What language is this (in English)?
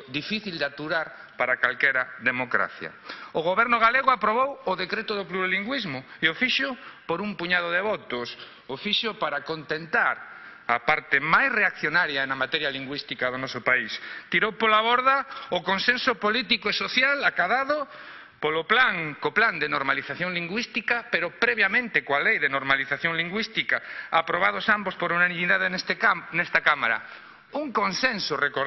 Galician